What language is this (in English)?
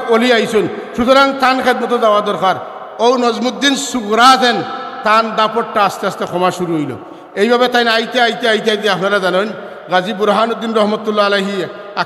Sylheti